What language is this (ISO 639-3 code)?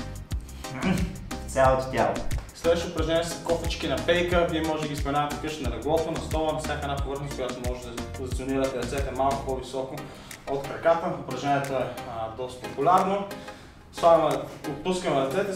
bul